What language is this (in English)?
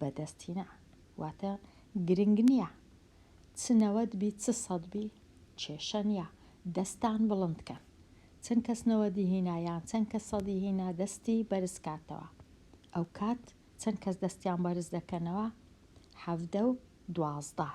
Central Kurdish